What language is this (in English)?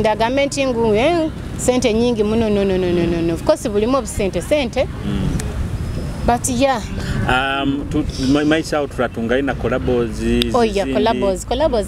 Nyoro